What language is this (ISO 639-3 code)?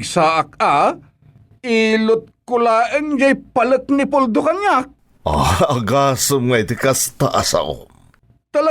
ilo